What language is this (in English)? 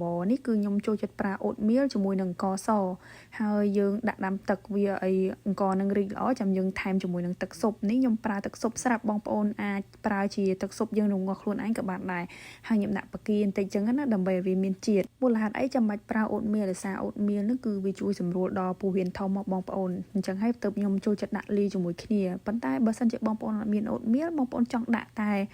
Khmer